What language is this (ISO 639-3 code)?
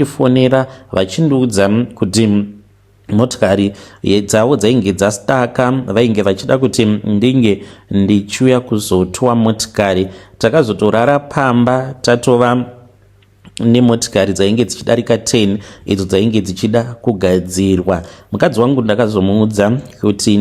sna